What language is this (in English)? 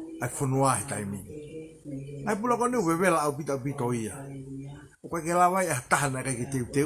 Tongan